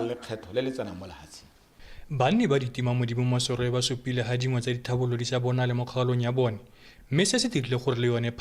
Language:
Tswana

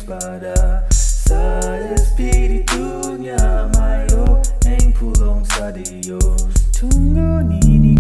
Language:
Cebuano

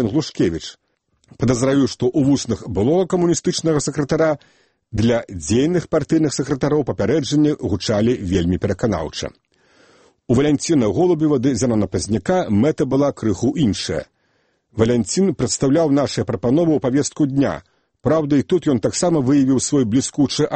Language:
Belarusian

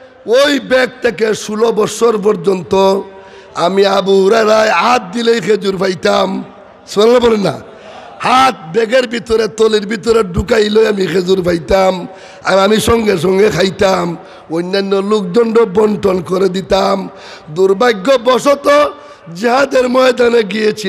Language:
Sylheti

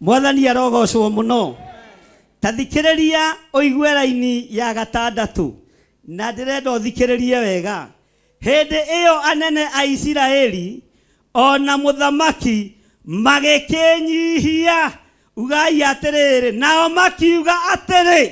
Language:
Kikuyu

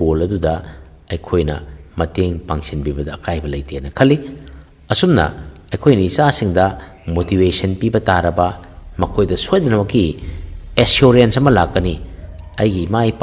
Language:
Manipuri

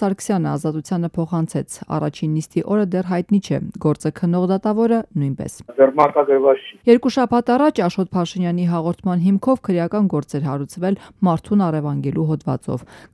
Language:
Armenian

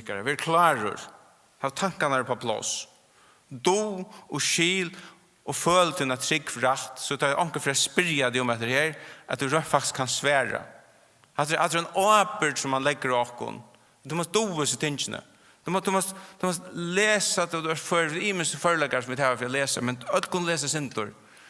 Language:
Faroese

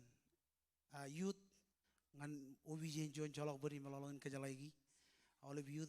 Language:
Marshallese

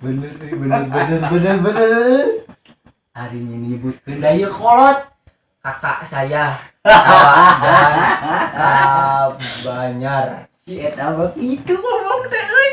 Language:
Sundanese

